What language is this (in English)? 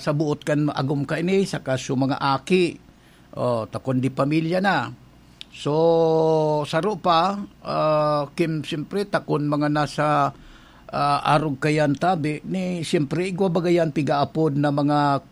Bikol